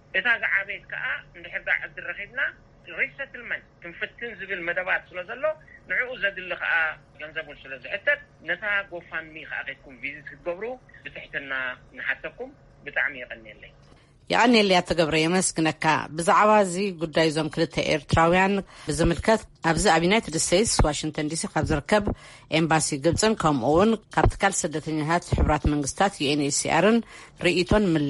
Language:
Tigrinya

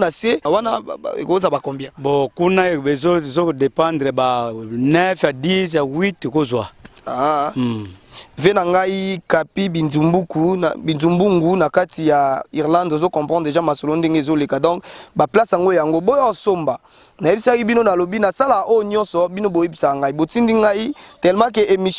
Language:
Lingala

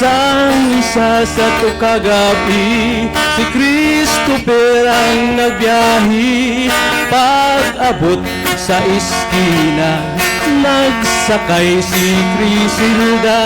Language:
Hiligaynon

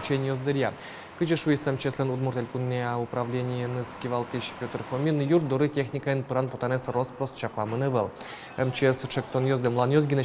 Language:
Udmurt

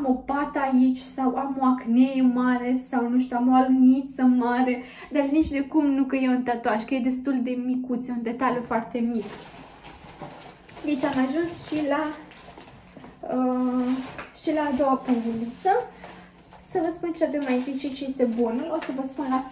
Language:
Romanian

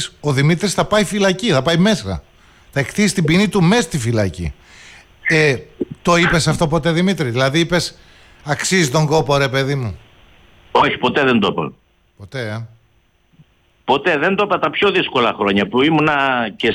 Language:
Greek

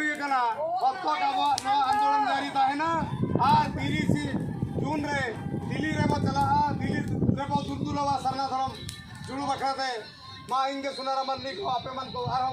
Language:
Santali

